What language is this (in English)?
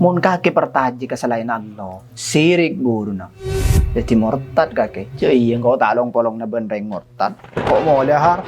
Madurese